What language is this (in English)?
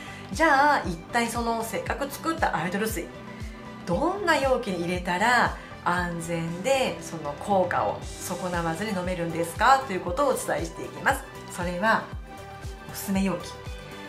Japanese